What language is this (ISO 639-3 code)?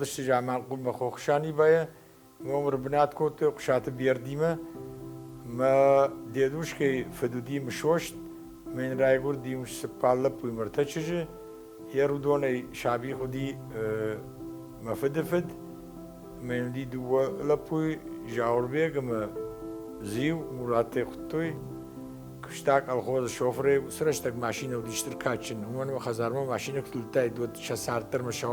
oss